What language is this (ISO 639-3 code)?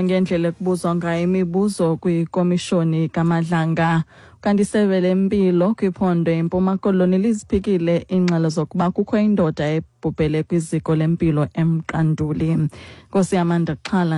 xho